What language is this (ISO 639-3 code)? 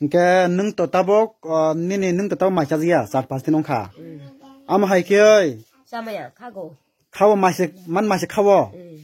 trp